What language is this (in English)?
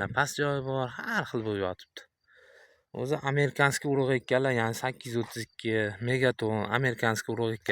Uzbek